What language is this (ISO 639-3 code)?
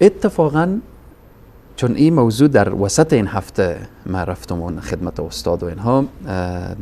fas